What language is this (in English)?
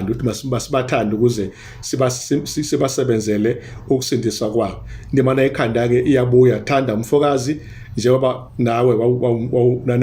Zulu